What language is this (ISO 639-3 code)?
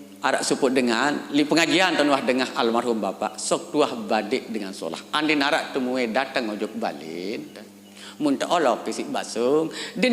sas